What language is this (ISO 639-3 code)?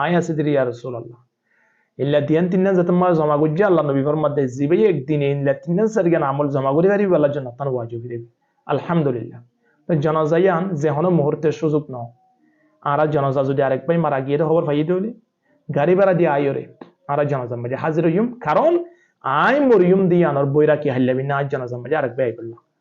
rhg